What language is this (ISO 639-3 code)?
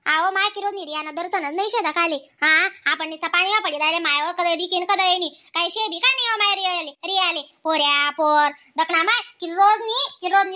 khn